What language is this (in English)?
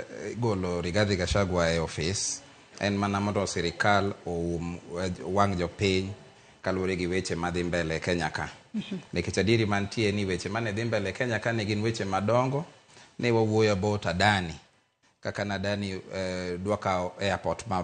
Luo (Kenya and Tanzania)